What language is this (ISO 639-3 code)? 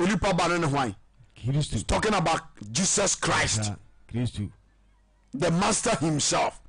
aka